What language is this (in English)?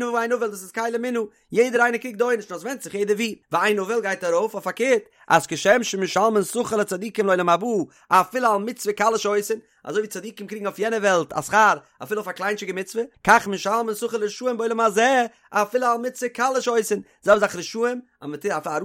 Yiddish